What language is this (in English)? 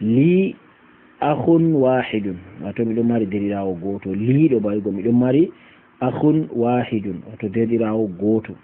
Fula